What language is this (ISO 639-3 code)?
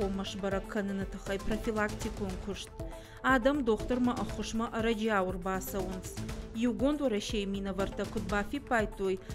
oss